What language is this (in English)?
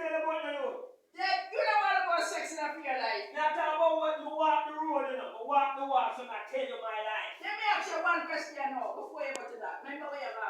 Jamaican Creole English